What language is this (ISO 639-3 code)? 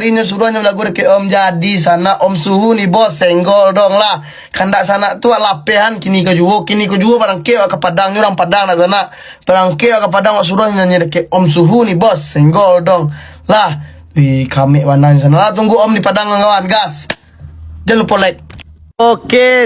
min